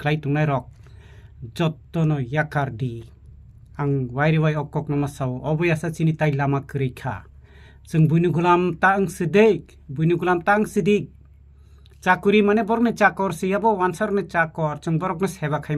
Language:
Kok Borok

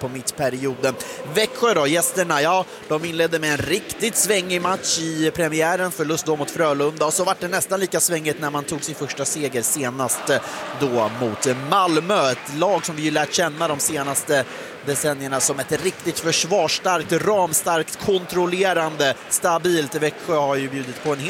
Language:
Swedish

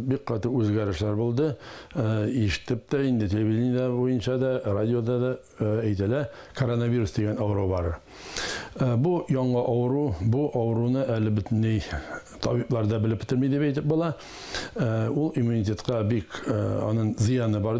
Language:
Tatar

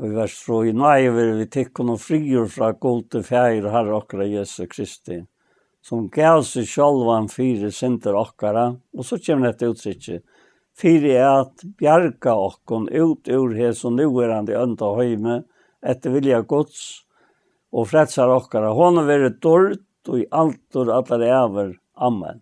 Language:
Faroese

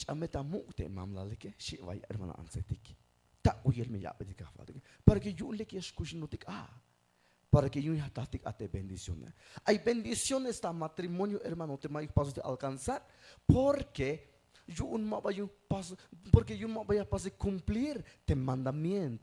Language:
Tzeltal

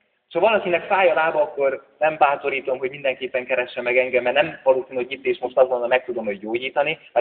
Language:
Hungarian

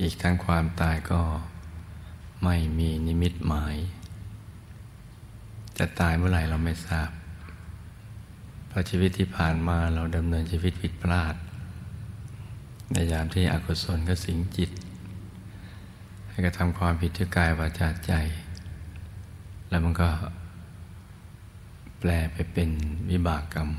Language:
Thai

